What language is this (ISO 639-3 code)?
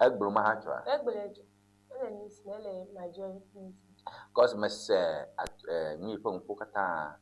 ewe